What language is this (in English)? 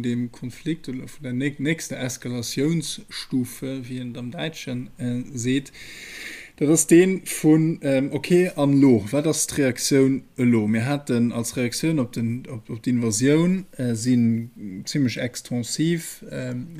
Luxembourgish